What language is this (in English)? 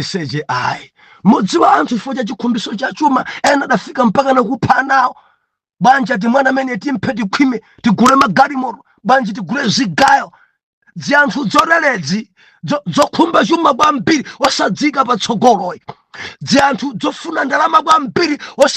Nyanja